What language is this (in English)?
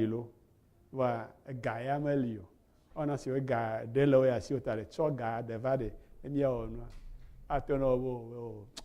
Ewe